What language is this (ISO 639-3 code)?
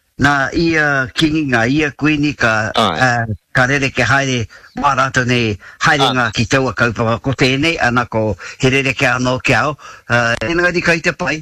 mri